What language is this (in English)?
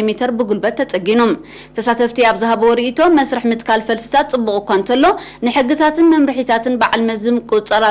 Tigrinya